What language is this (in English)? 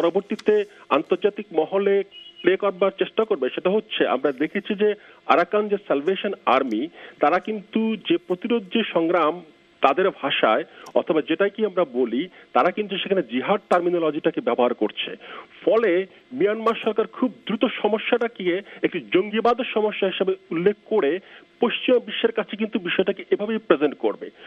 Bangla